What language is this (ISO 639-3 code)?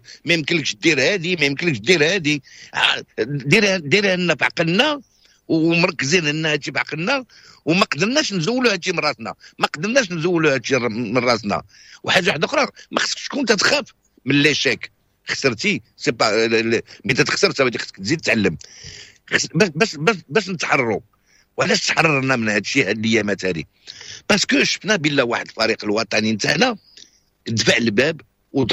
ary